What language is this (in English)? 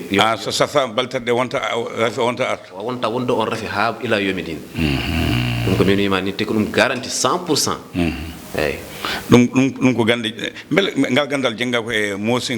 Fula